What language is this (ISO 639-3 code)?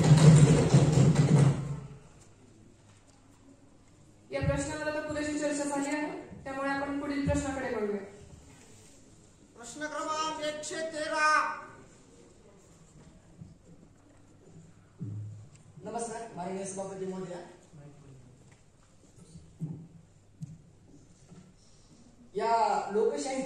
mar